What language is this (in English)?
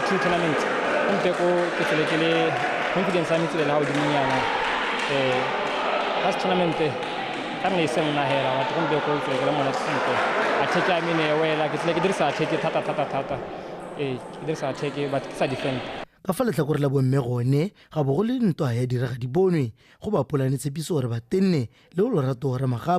Tswana